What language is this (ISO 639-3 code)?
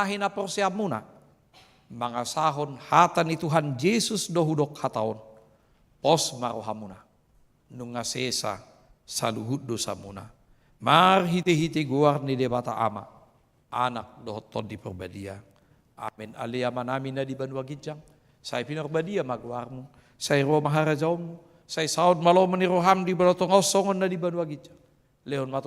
bbc